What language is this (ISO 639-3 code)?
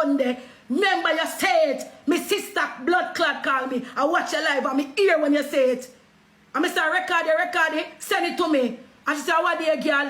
jam